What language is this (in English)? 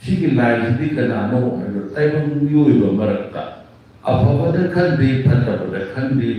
Manipuri